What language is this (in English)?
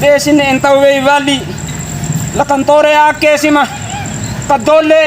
Bima